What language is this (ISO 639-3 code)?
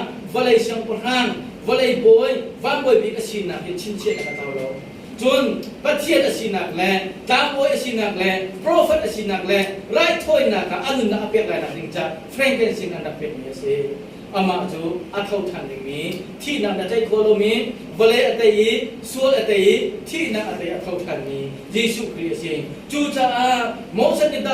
cnh